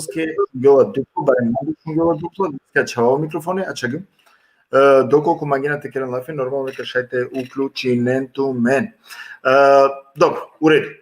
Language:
Balkan Romani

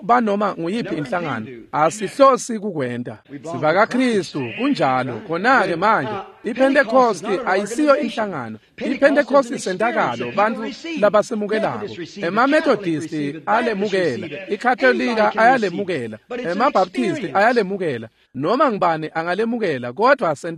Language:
Swati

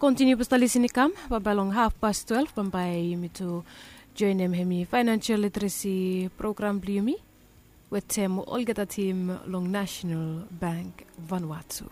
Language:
Bislama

